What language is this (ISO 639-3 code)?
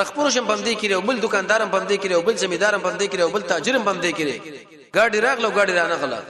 pus